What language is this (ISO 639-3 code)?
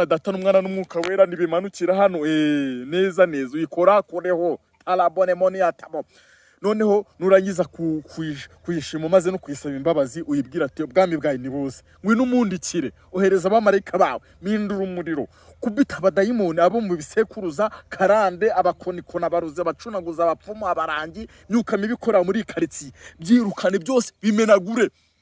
kin